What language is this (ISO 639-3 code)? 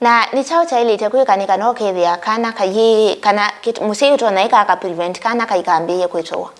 kam